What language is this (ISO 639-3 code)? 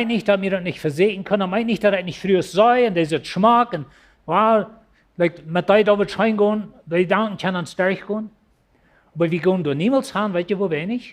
pdt